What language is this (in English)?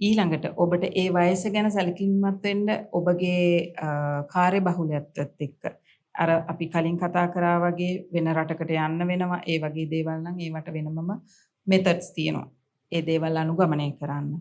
Sinhala